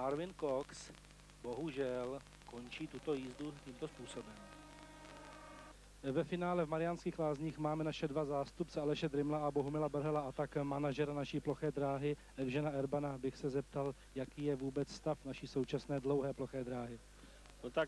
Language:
Czech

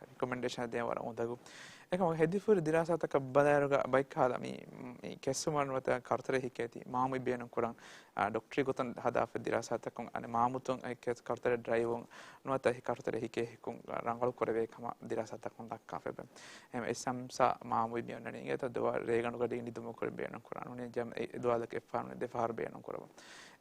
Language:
Divehi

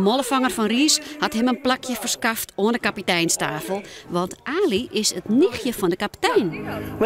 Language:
Western Frisian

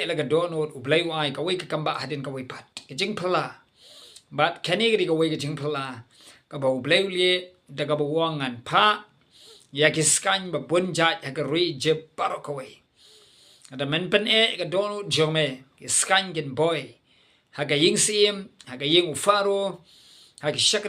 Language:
Khasi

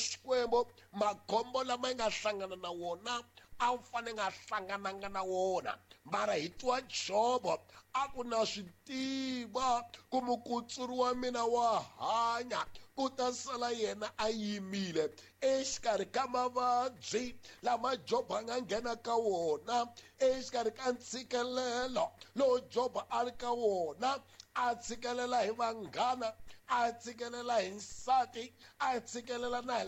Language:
Tsonga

